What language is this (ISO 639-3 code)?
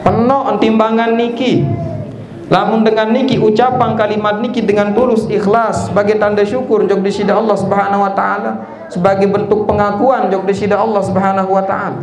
sas